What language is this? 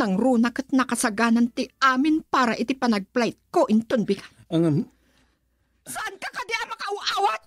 Iloko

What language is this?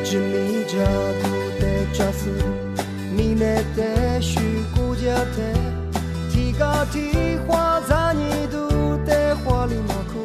Lisu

